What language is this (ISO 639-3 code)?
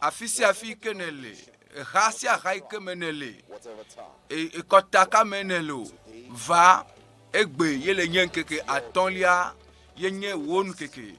ewe